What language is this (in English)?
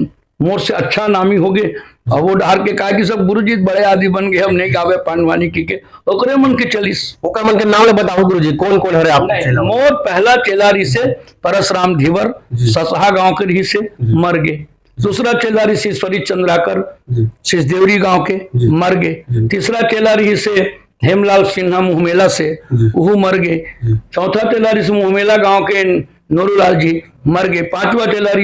Chhattisgarhi